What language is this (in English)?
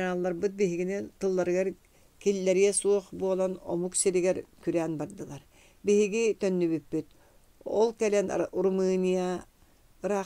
Yakut